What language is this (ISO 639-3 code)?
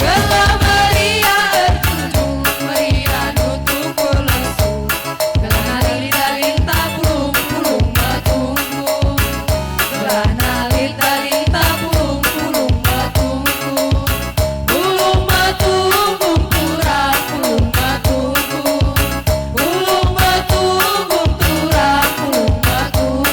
btx